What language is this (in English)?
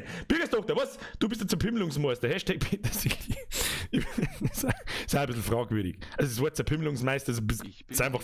Bavarian